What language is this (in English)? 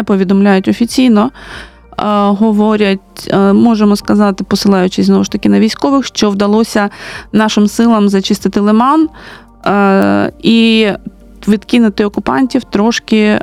Ukrainian